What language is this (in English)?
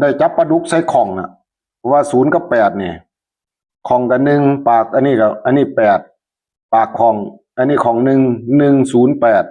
Northeastern Thai